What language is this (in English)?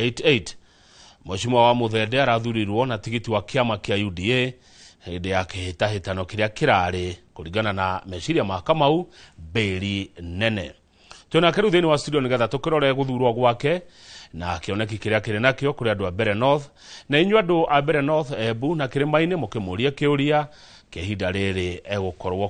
Kikuyu